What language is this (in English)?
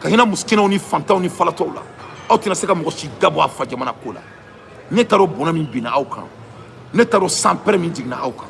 Bambara